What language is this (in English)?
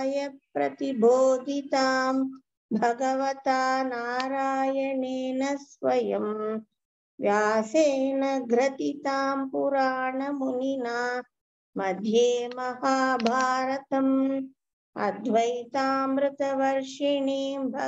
Sanskrit